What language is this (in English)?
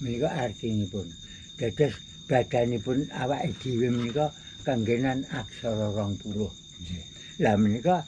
Javanese